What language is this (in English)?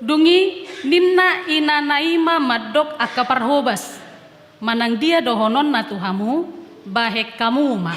Batak Toba